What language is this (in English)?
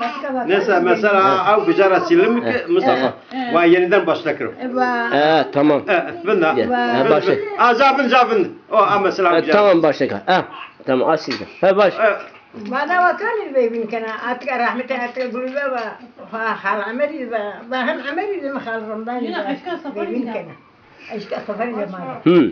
Zaza